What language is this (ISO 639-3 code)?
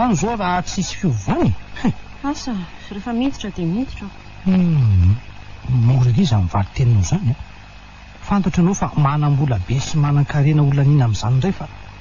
mlg